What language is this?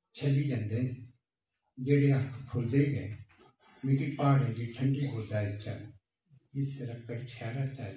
Dogri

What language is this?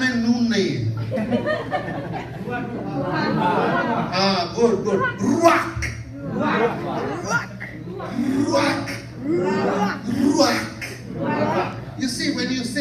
Bangla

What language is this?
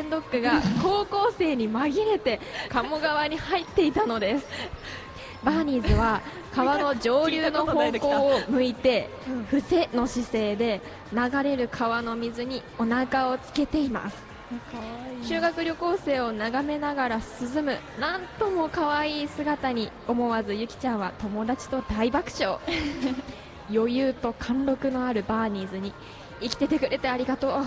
Japanese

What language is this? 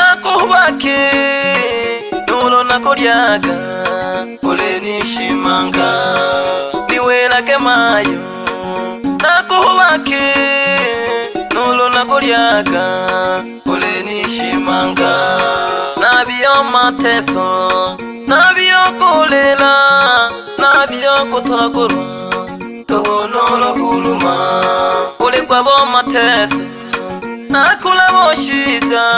Swahili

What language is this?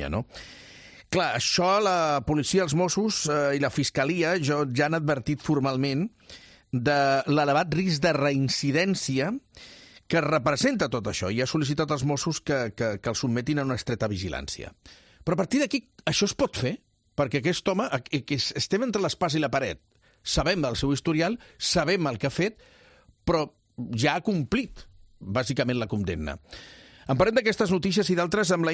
Catalan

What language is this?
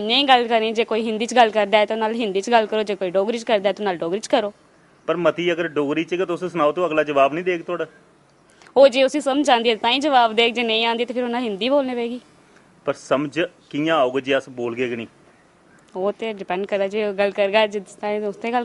Dogri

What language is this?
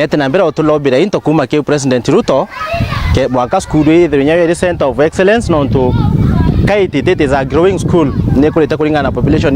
Meru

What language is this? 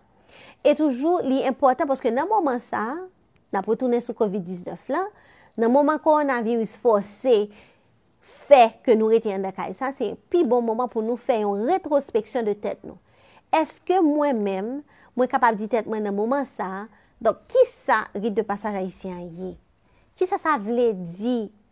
Haitian Creole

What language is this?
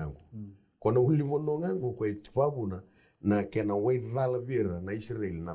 Fijian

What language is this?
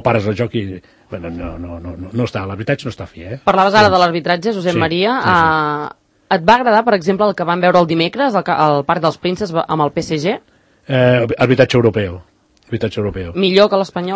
Catalan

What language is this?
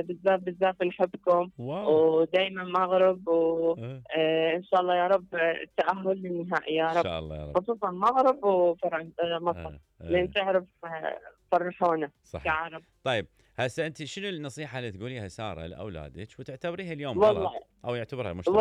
Mesopotamian Arabic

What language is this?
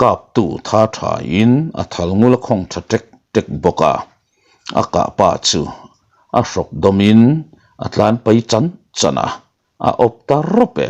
Mizo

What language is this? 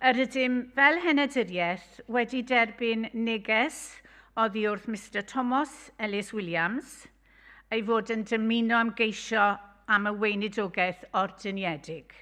Welsh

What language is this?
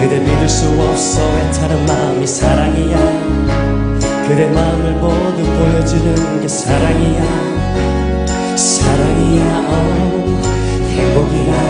Korean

